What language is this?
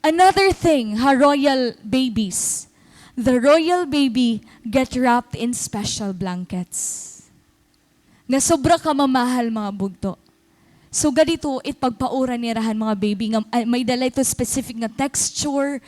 Waray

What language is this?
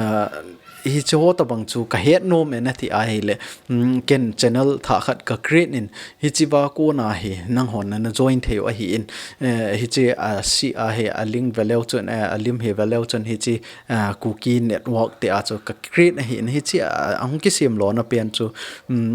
Thado Chin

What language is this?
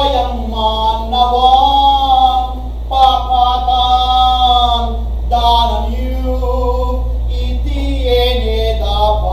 Pampanga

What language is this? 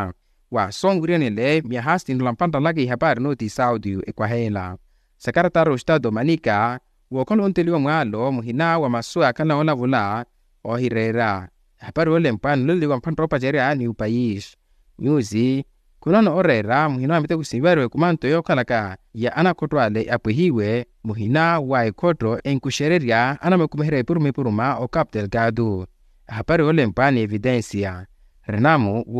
Makhuwa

